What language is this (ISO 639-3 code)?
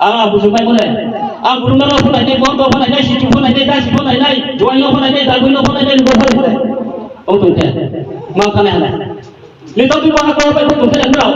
ria